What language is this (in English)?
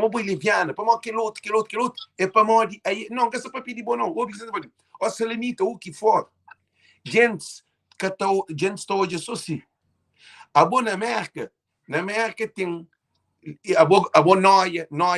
Kabuverdianu